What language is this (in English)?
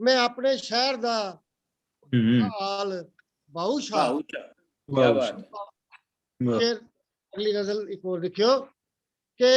Dogri